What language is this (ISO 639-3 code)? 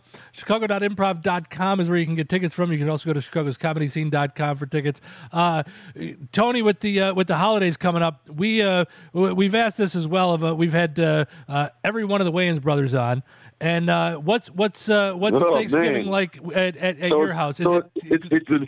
eng